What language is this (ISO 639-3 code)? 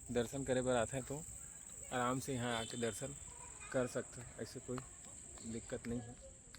hne